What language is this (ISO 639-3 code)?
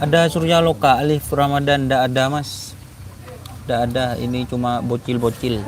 mad